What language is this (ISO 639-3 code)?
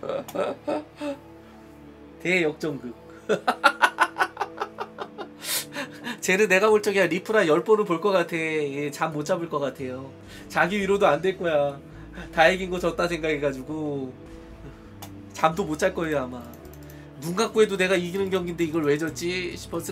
kor